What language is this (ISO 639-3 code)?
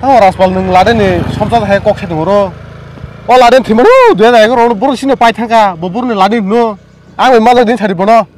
trp